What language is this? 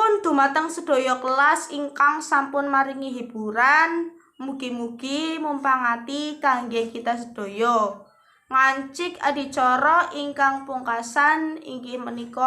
Javanese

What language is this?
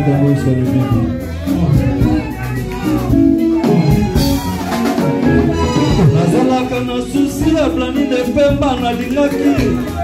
Lingala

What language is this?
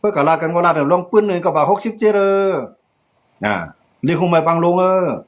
Shan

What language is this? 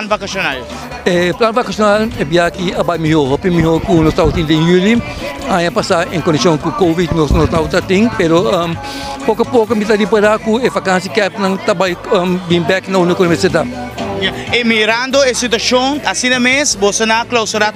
Papiamento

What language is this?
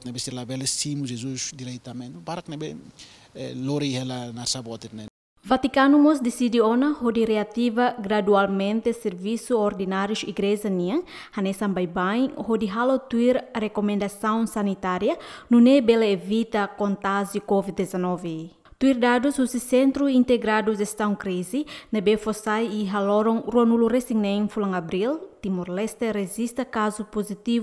Tetum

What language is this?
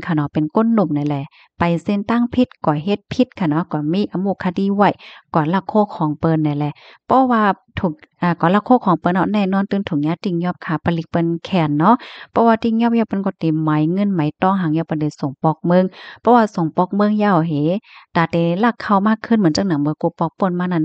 Shan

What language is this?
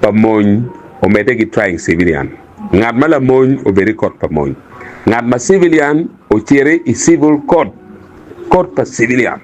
Acoli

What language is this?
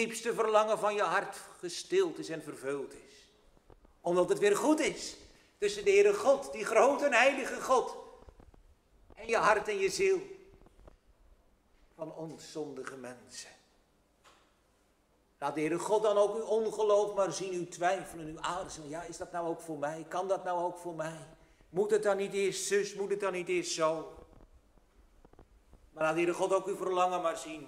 Dutch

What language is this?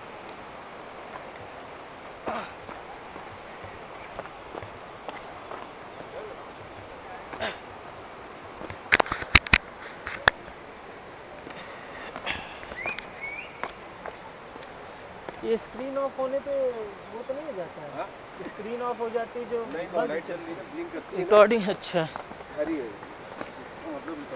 Hindi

